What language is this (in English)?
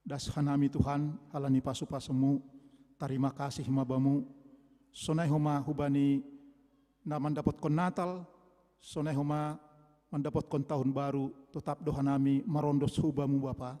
Batak Simalungun